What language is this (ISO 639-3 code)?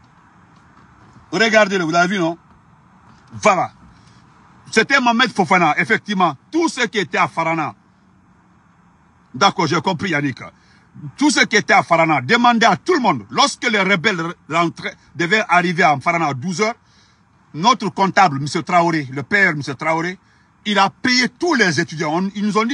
fra